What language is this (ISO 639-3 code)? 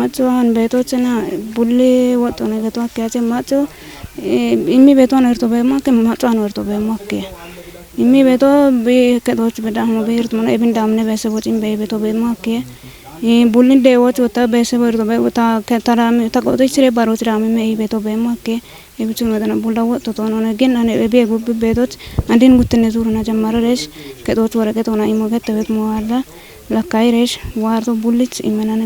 kbr